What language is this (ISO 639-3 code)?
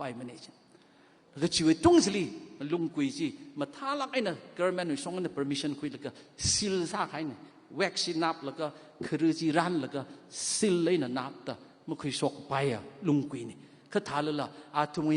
nmf